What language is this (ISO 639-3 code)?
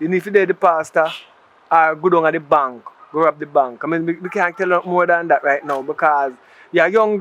jam